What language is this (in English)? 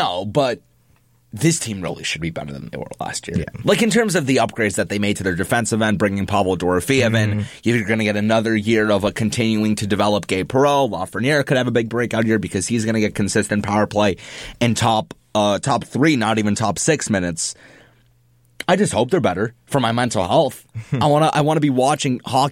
English